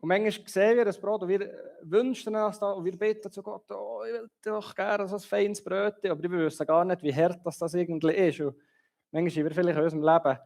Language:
Swiss German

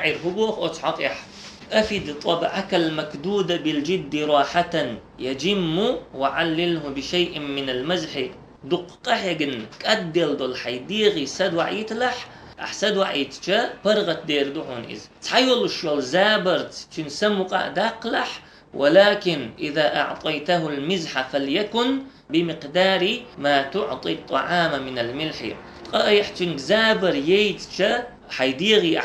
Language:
Chechen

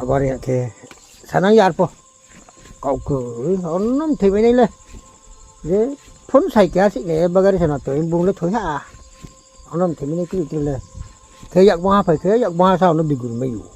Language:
Riang (India)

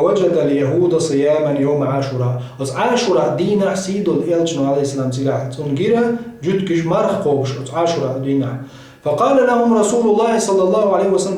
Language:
Chechen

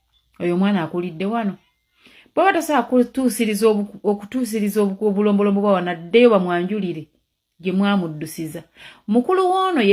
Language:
Ganda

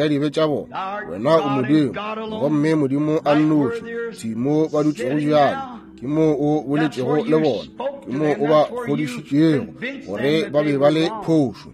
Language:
Northern Sotho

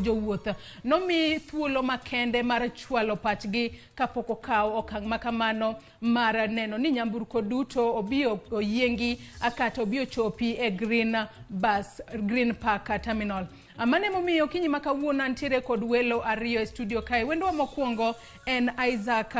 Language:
Luo (Kenya and Tanzania)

